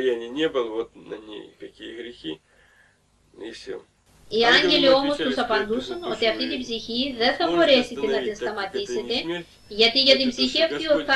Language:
Greek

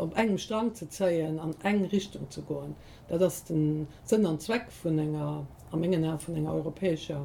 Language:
Luxembourgish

